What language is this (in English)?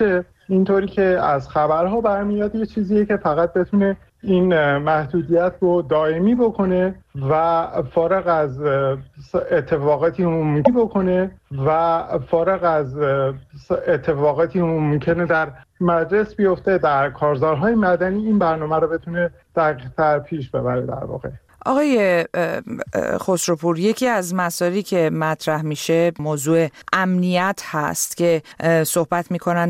Persian